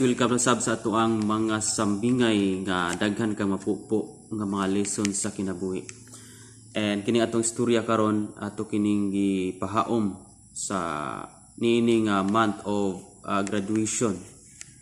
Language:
Cebuano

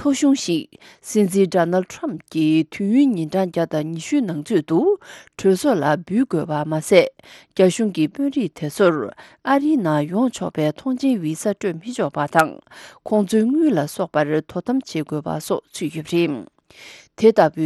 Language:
Tibetan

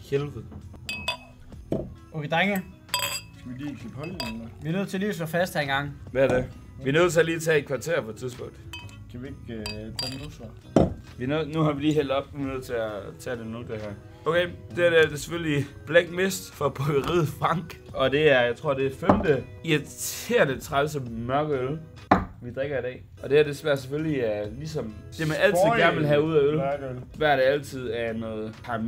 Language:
Danish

